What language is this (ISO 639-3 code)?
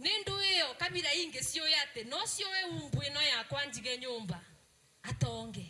kik